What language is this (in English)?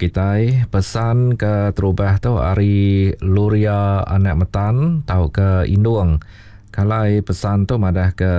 Iban